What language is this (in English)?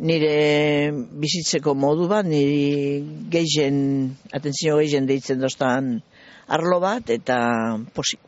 Basque